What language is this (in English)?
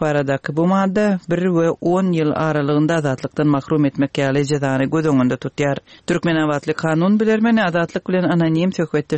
Turkmen